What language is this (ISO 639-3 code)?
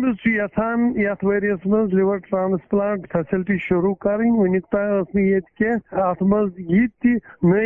kas